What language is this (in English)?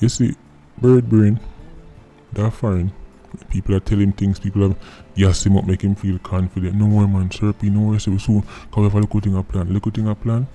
Jamaican Creole English